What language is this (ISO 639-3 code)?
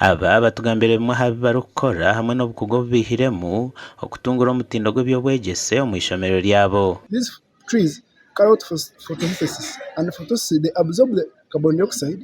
nyn